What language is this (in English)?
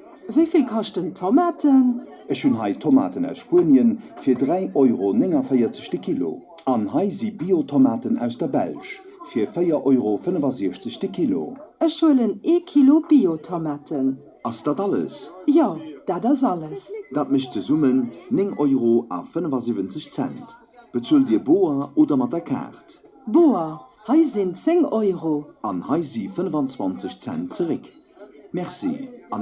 Luxembourgish